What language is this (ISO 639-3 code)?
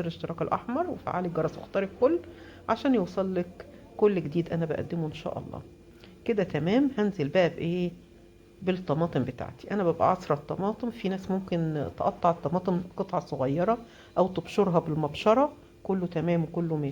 arz